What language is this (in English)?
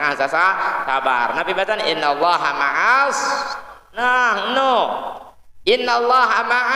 Sasak